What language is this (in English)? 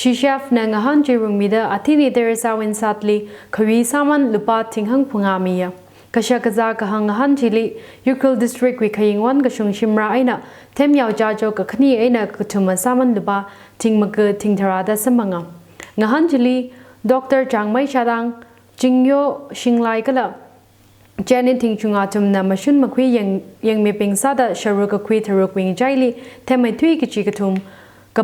Tangkhul Naga (India)